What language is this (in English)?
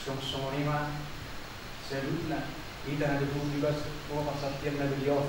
Batak Toba